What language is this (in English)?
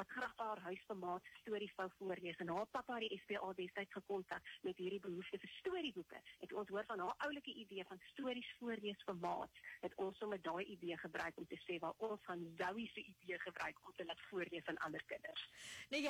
Afrikaans